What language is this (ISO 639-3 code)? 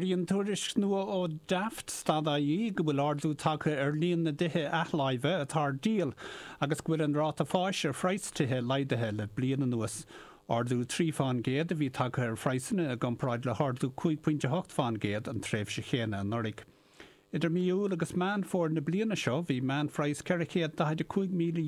gle